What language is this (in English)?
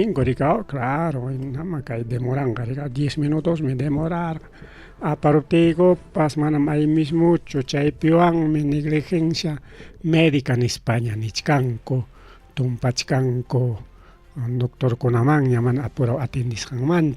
Ayacucho Quechua